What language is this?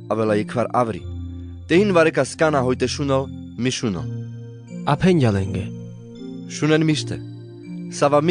Carpathian Romani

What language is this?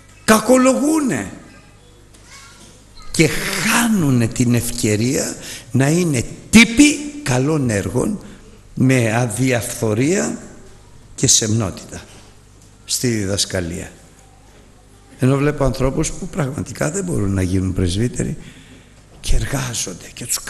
Greek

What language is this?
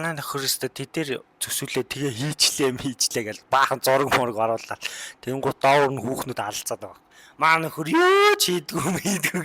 Mongolian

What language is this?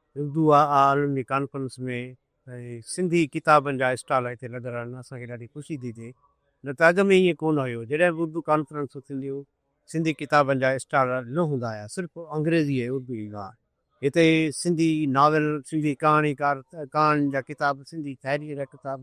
Sindhi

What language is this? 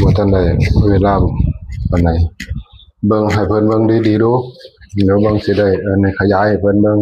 Northeastern Thai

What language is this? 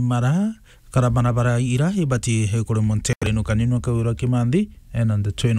Meru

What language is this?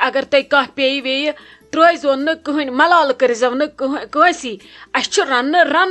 Kashmiri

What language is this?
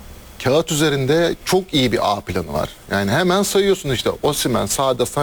Turkish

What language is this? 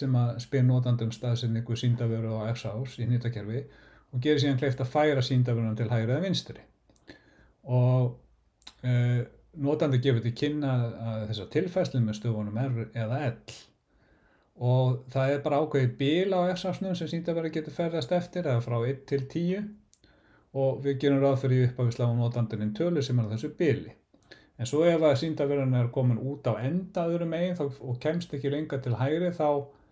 Icelandic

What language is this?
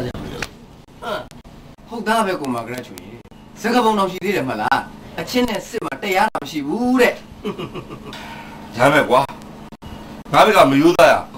Burmese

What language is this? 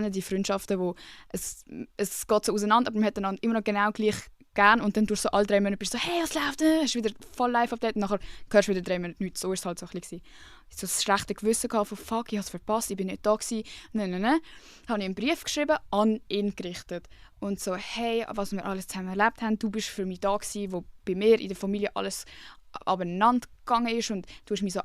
Swiss German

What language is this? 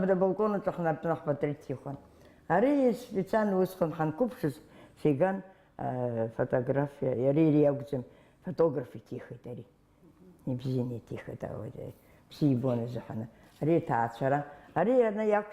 Abkhazian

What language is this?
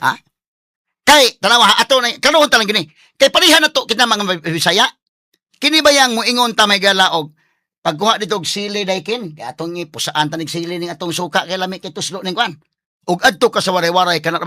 Cebuano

